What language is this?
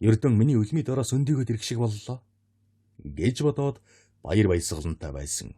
Mongolian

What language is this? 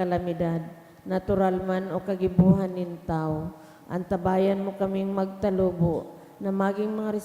Bikol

